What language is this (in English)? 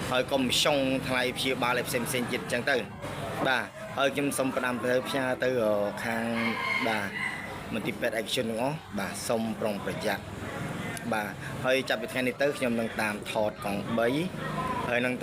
Khmer